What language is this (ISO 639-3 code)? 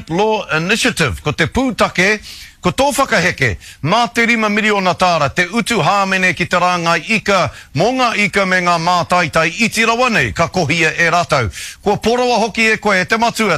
mri